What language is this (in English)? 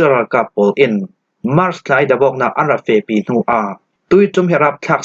Falam Chin